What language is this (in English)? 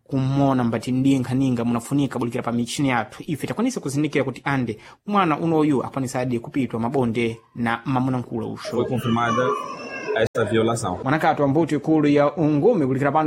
Sena